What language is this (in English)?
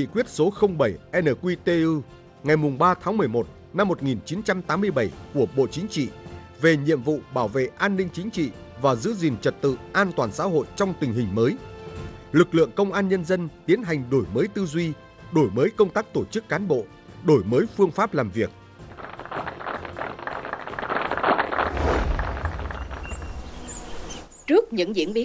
Vietnamese